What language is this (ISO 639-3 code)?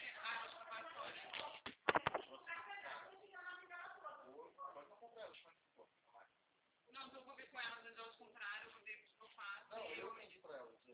por